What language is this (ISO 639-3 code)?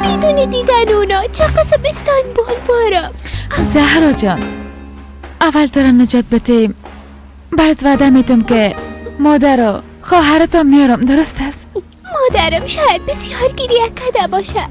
fas